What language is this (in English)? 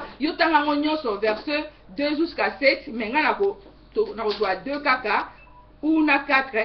Lingala